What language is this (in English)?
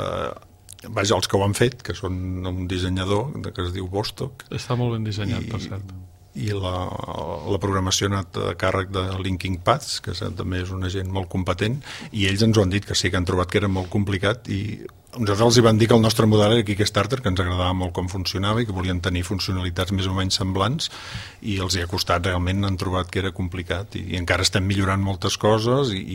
Catalan